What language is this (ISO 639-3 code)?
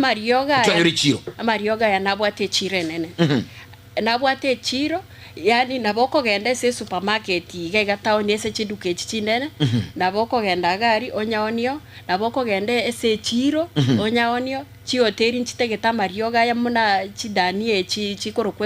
guz